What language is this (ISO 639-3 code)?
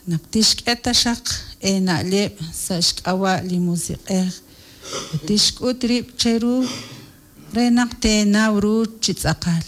kek